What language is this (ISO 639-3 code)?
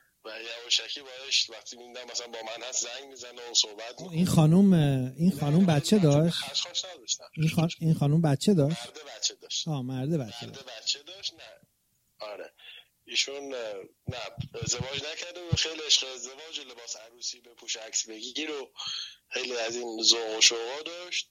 fas